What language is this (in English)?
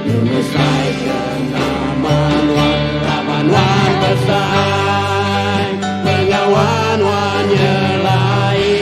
Iban